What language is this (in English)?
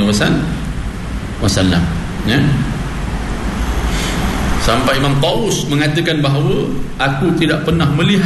Malay